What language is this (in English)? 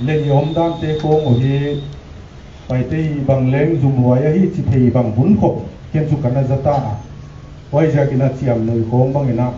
Paite Chin